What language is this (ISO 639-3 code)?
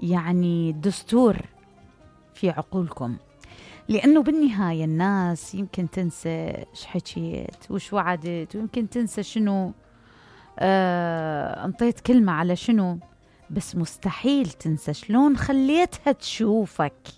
acm